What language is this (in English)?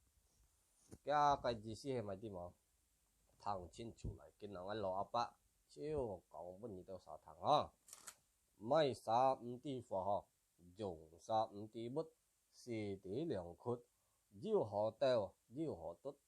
Hakka Chinese